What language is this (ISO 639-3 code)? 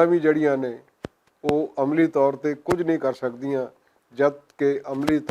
lah